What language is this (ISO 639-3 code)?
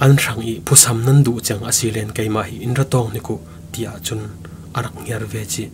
cfm